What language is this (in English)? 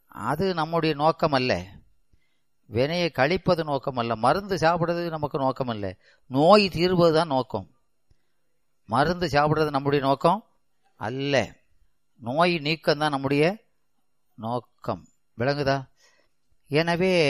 Tamil